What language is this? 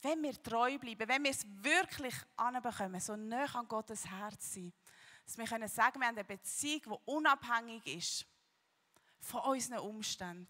Swiss German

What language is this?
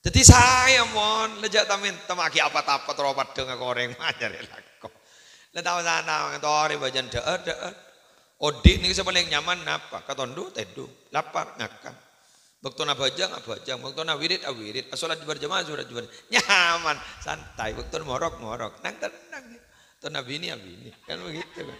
Madurese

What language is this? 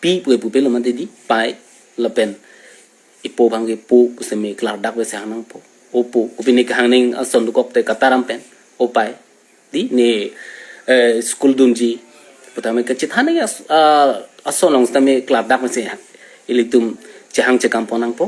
Karbi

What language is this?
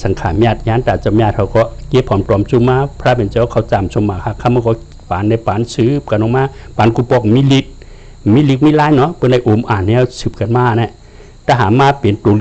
Shan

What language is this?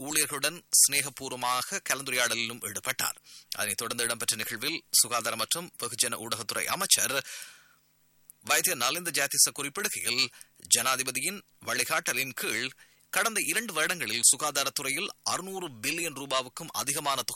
Tamil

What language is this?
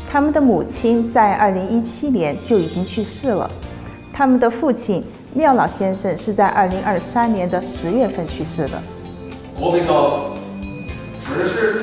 Chinese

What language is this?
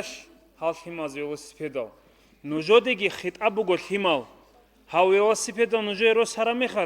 Avaric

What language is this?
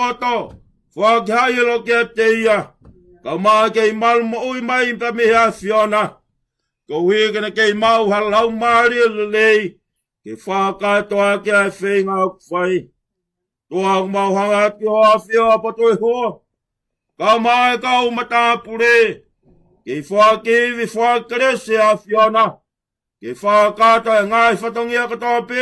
Tongan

